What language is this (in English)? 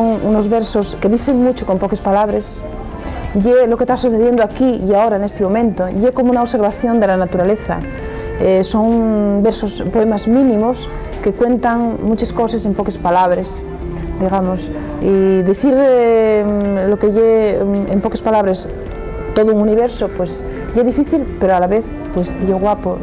Asturian